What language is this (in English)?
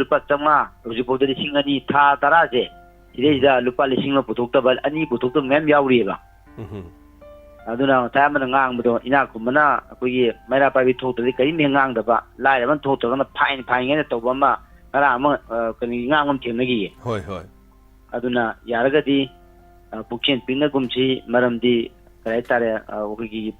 Manipuri